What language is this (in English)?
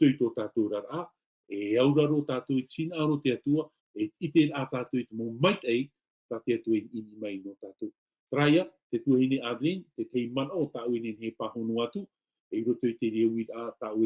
Tahitian